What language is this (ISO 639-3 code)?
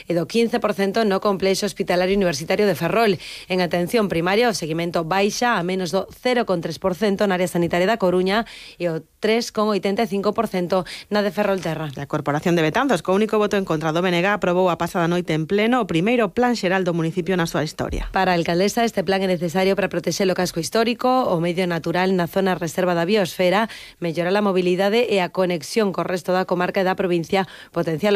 glg